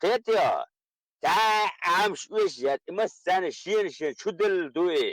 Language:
Chechen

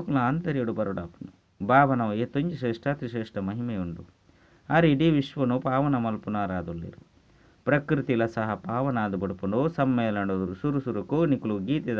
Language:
Tulu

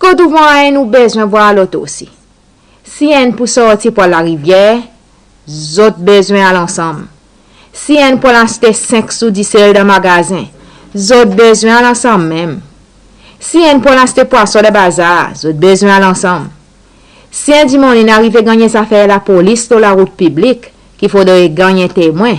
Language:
Seselwa Creole French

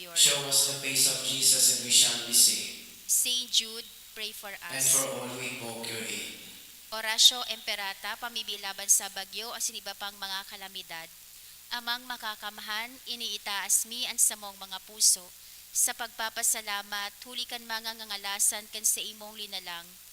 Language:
Bikol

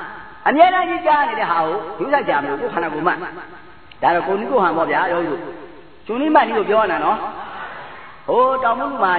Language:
Burmese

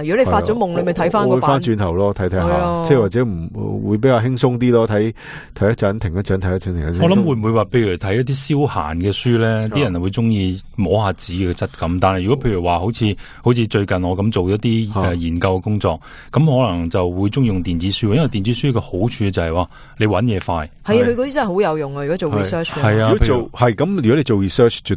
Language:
Cantonese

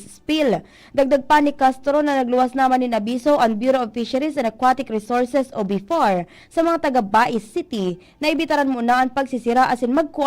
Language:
Bikol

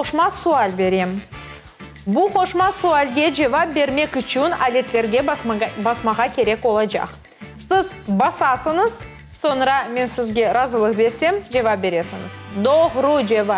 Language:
Crimean Tatar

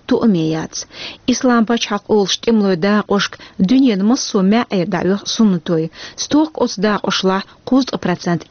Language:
Chechen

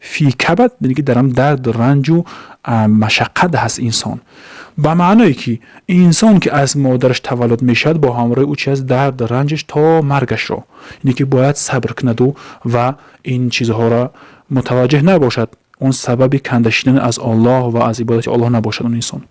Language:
Tajik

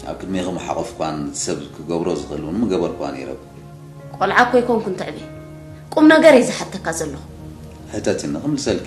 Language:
Tigrinya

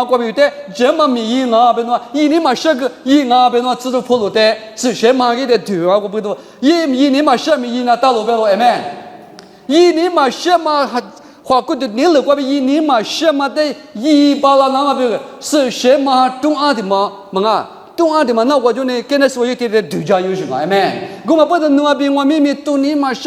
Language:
Lisu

